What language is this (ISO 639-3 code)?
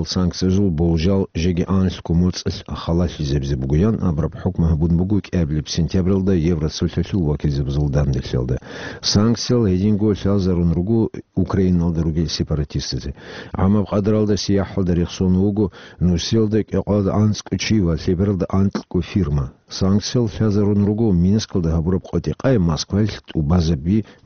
ava